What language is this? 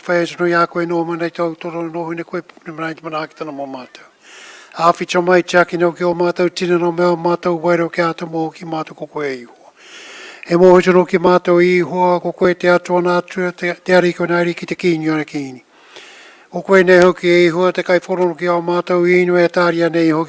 Māori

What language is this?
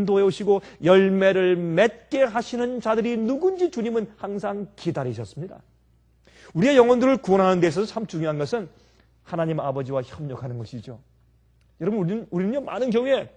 Korean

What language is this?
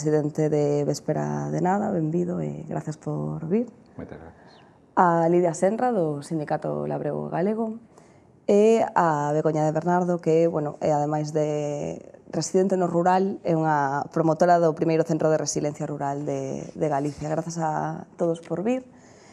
Galician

